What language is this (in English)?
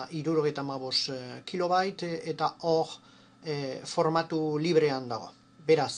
Basque